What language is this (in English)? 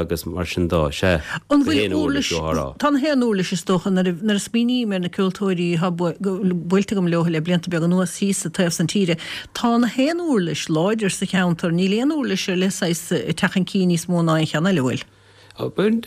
Irish